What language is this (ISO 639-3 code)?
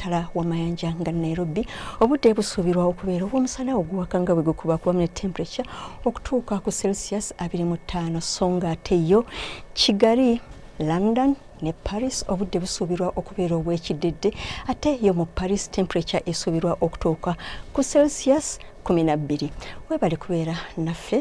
lug